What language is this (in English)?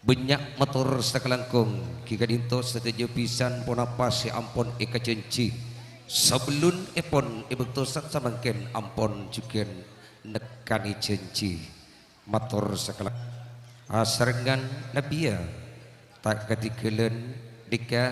Madurese